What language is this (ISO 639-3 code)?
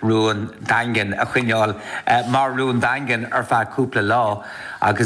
gle